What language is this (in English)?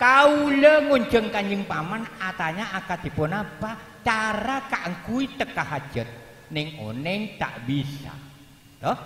Madurese